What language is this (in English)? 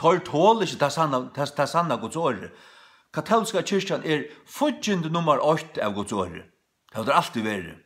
Faroese